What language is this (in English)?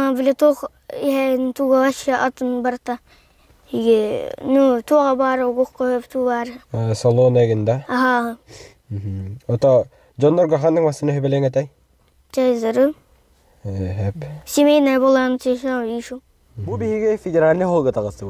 Yakut